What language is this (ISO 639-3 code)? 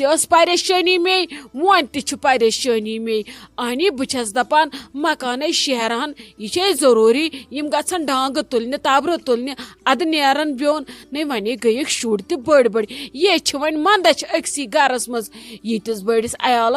kas